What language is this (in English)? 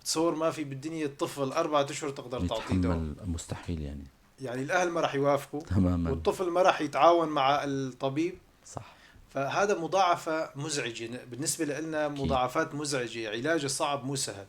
North Levantine Arabic